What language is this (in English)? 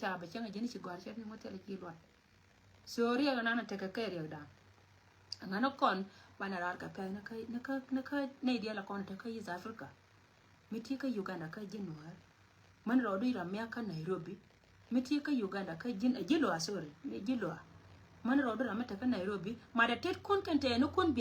Nuer